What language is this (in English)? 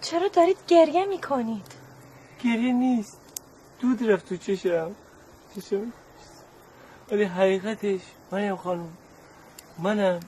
Gilaki